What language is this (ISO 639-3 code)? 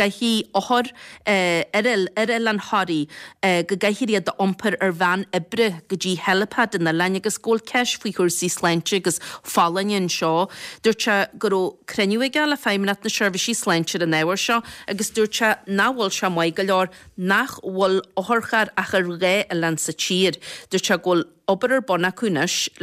gle